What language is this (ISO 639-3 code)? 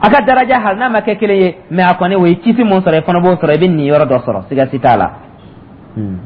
dyu